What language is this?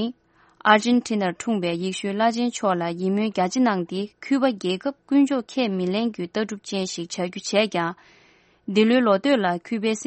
Tibetan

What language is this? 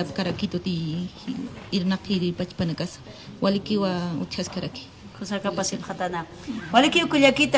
Aymara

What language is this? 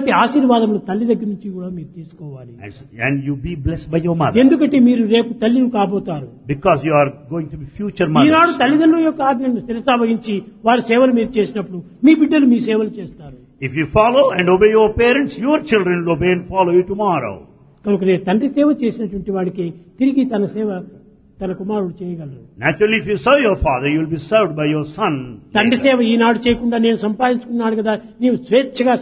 Telugu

